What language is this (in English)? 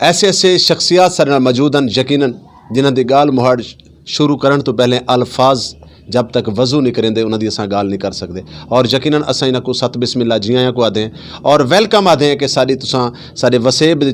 Saraiki